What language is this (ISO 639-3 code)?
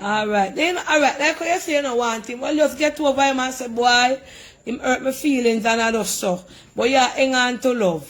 jam